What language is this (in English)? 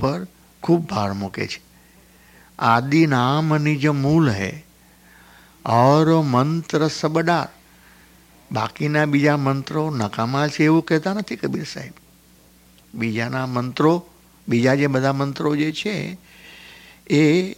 Gujarati